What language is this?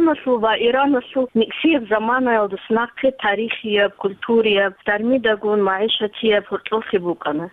Avaric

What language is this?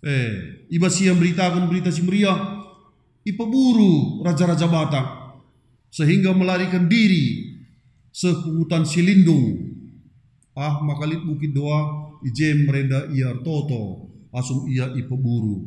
Batak Karo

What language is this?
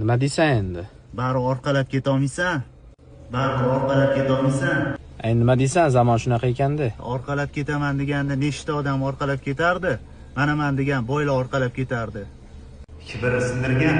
Uzbek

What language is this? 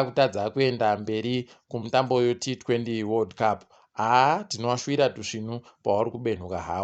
Ndau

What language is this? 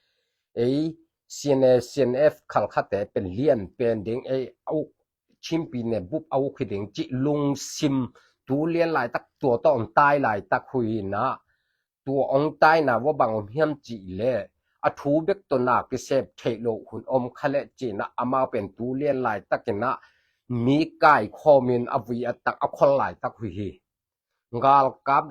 Tedim Chin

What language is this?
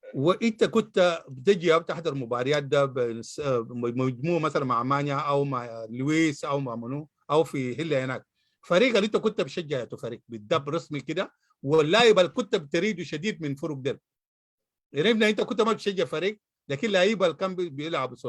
Sudanese Arabic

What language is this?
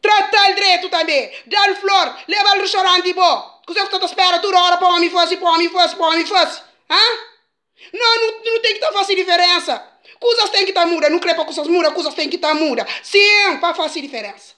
Kabuverdianu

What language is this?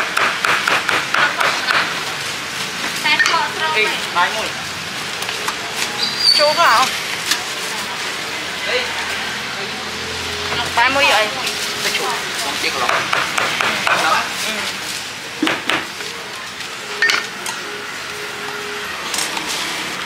Vietnamese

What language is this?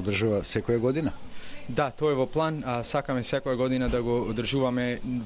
Macedonian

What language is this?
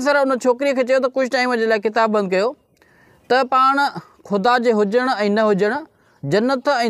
Sindhi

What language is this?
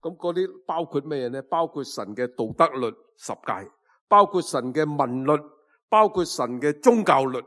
Cantonese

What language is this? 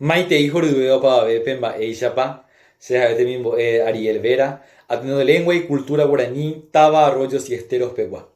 Guarani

